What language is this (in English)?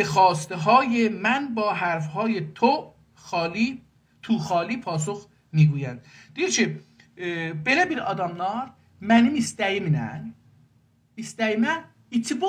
South Azerbaijani